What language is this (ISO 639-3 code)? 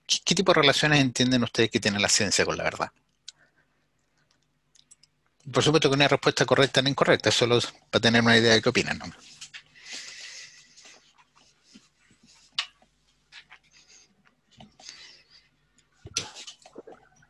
spa